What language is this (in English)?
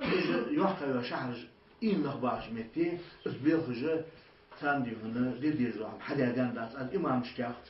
Ingush